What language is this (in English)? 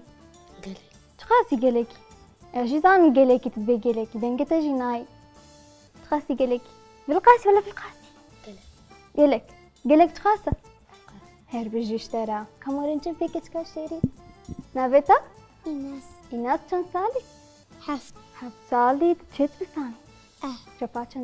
Kurdish